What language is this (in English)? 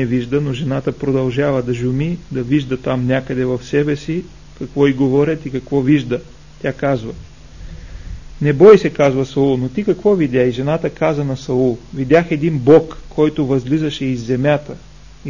Bulgarian